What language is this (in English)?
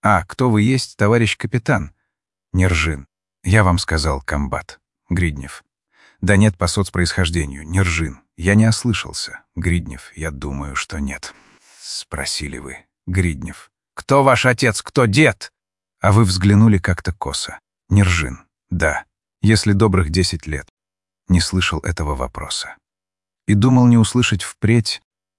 Russian